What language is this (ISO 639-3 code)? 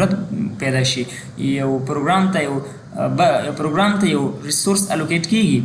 pus